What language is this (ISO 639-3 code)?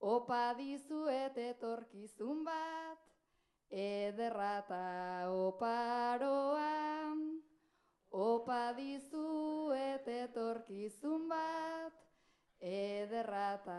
eus